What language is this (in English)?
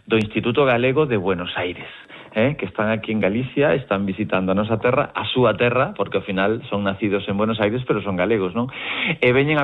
Galician